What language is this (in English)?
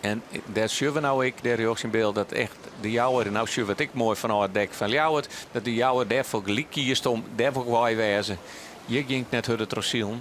Western Frisian